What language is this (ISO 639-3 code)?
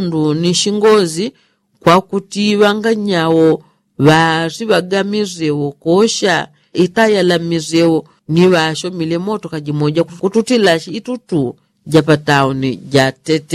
yao